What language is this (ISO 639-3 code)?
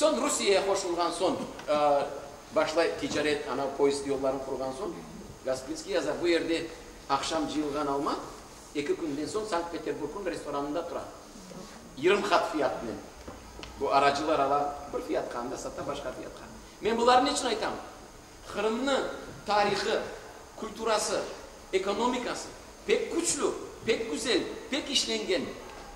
crh